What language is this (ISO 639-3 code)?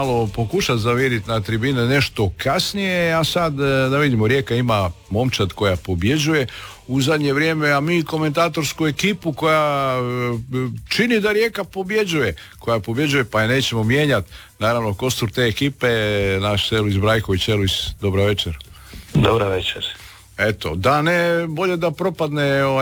hrv